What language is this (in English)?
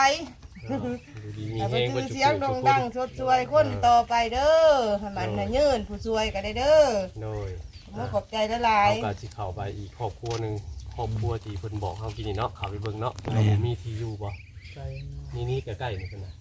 Northeastern Thai